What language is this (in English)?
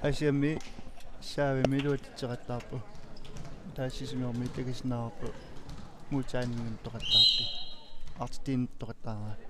Kalaallisut